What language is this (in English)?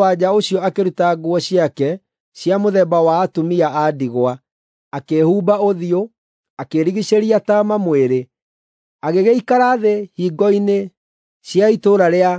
Kikuyu